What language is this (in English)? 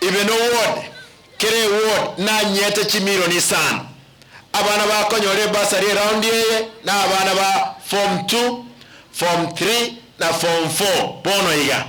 Gusii